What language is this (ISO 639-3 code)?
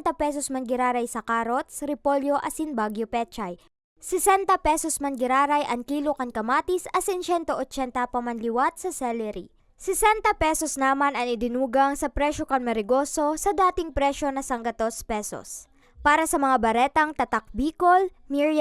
bik